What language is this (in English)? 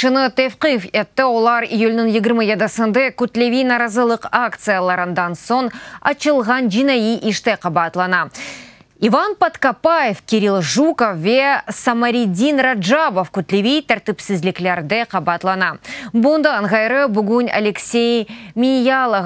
Crimean Tatar